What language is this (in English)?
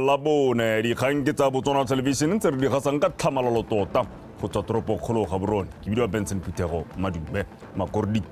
Tswana